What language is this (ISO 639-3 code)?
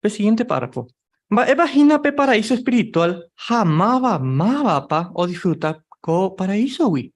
grn